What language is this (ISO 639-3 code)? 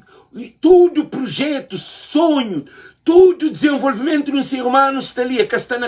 kea